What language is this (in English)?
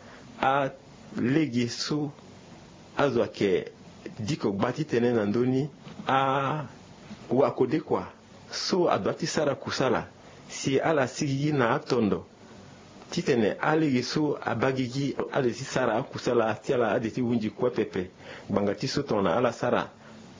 Sango